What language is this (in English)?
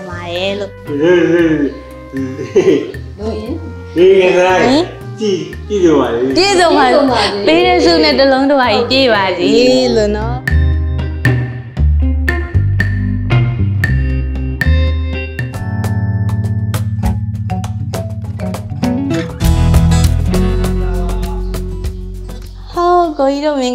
Burmese